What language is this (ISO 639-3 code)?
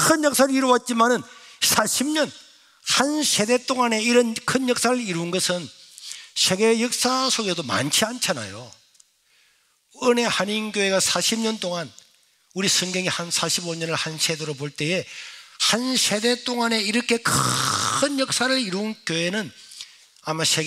kor